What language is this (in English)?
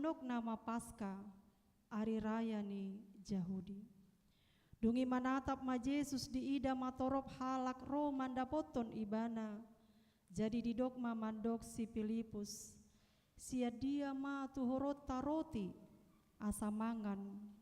Batak Toba